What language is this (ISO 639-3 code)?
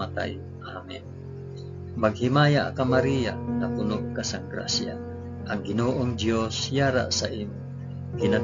hil